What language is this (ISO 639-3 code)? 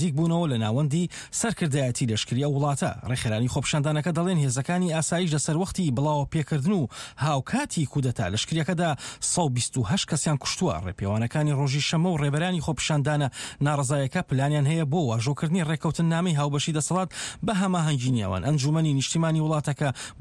ckb